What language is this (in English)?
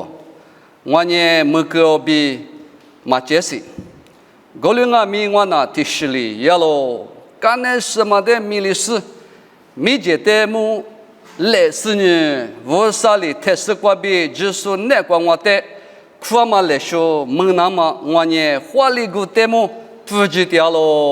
Lisu